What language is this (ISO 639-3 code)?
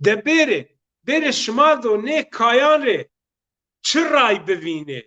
zza